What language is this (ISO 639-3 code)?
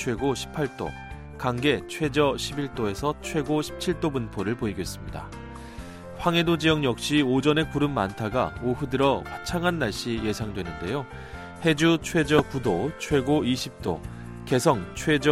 kor